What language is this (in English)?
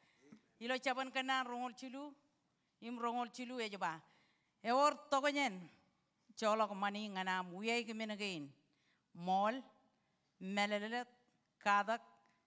Marshallese